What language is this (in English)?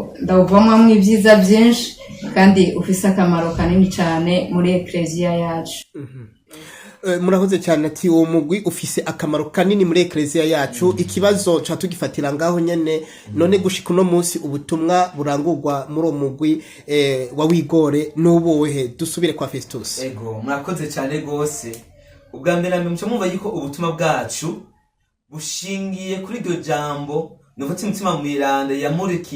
Rundi